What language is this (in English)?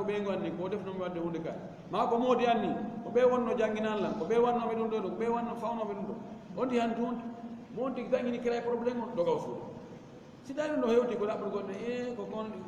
Fula